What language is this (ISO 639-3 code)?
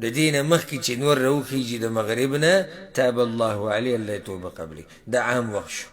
pus